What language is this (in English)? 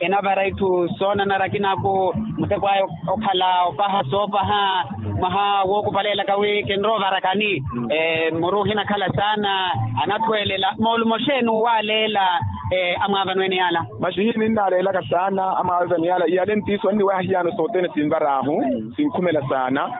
Makhuwa